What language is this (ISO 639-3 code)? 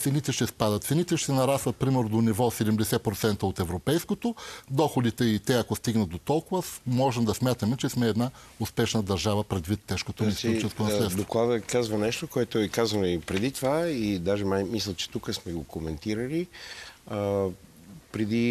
bul